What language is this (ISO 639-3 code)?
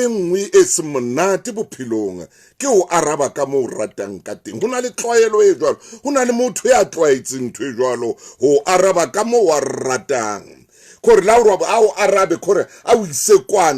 sot